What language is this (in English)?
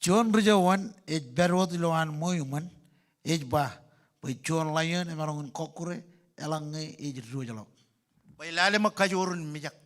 Marshallese